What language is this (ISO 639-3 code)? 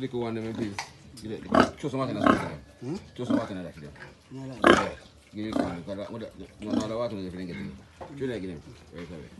jam